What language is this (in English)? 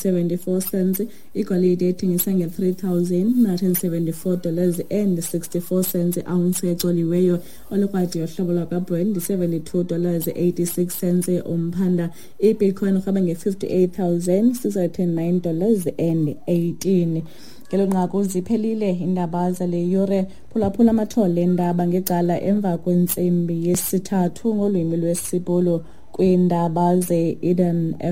Xhosa